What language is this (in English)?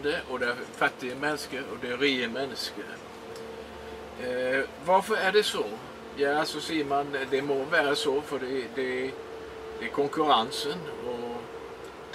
Swedish